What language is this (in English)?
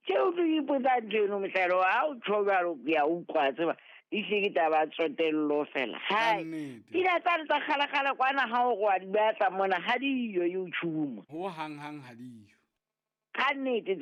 Southern Sotho